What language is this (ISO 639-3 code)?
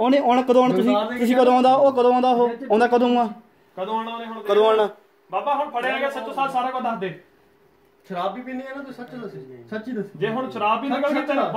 pan